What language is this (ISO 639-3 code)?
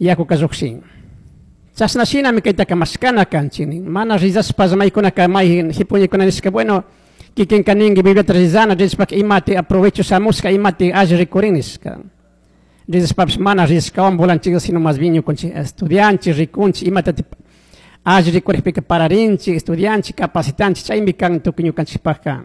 qug